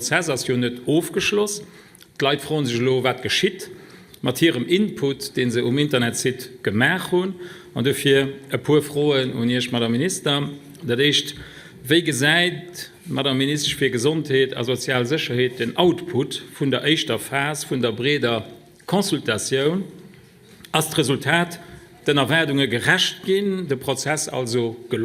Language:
Luxembourgish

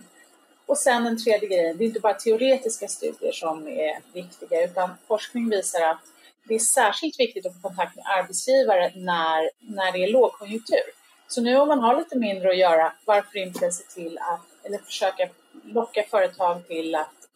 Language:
Swedish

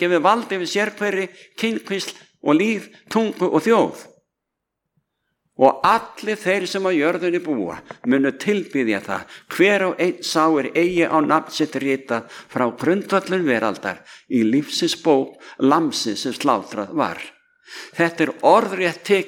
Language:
Icelandic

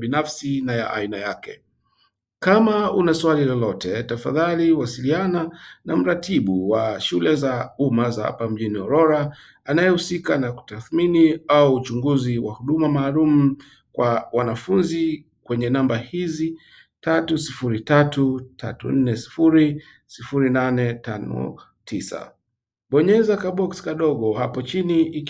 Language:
Swahili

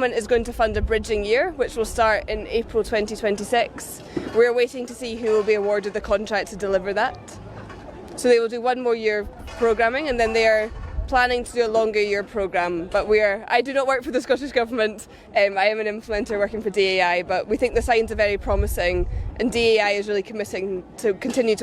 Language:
English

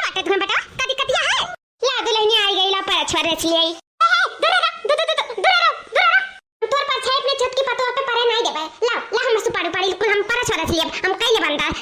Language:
Awadhi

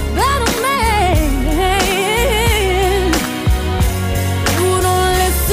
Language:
English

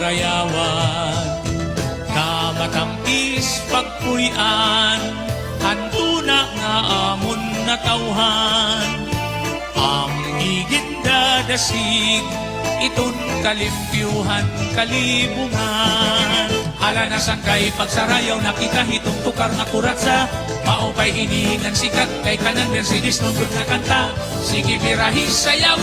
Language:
Waray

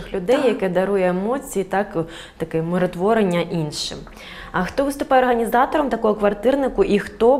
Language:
Ukrainian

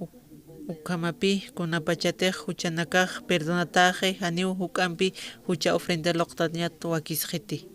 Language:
Aymara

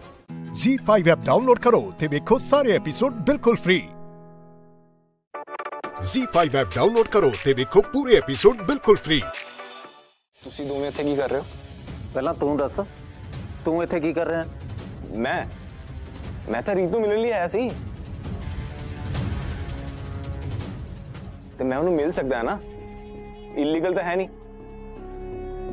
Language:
Punjabi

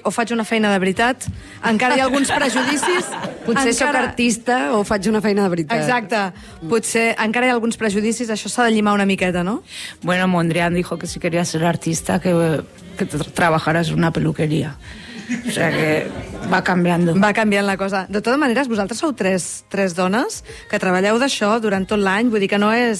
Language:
Catalan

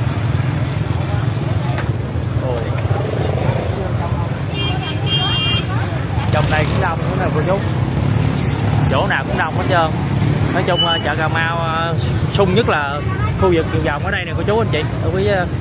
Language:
Vietnamese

